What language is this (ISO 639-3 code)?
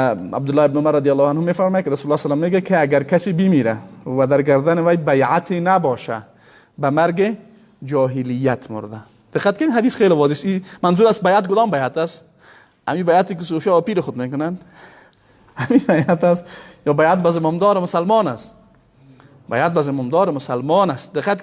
fas